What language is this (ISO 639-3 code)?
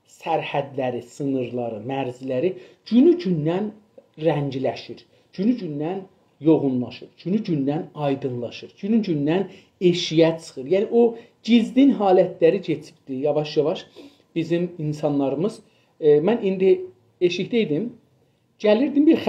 azb